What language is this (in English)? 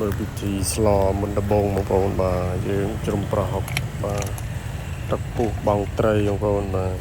Khmer